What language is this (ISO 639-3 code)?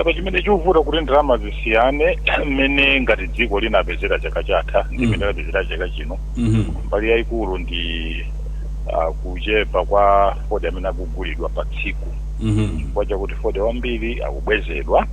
nya